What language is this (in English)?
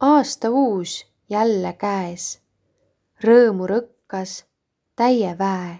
Estonian